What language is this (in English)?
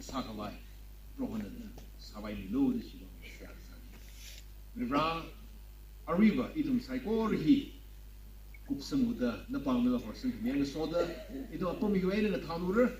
Tangkhul Naga (India)